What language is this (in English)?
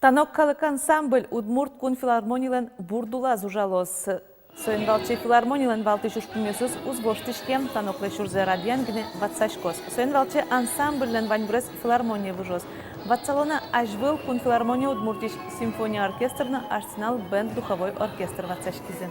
Udmurt